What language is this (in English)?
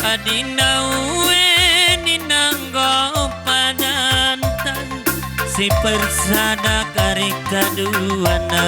Batak Karo